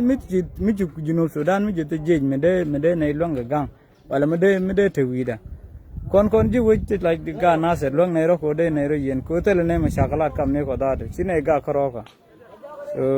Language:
Nuer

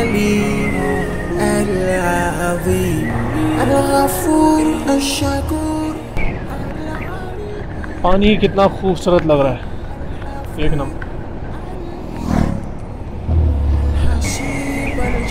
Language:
Hindi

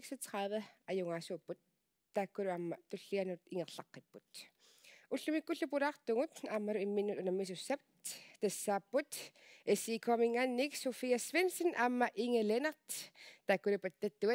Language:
Kalaallisut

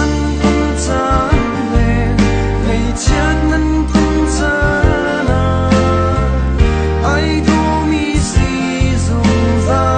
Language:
Hakha Chin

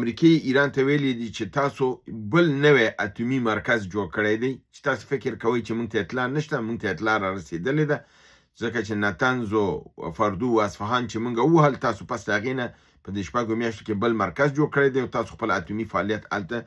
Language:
Pashto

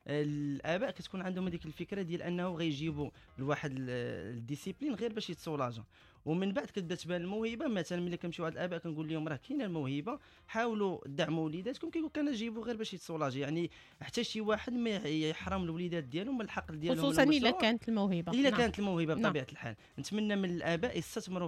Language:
Moroccan Arabic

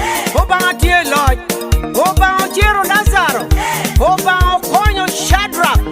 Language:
Lango (Uganda)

